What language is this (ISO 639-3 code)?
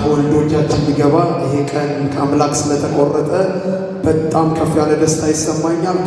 amh